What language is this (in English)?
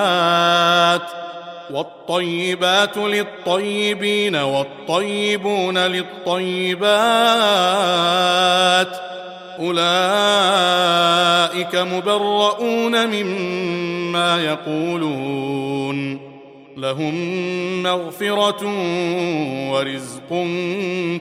Arabic